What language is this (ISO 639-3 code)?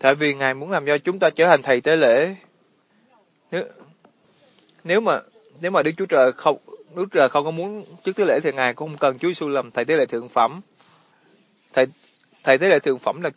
vie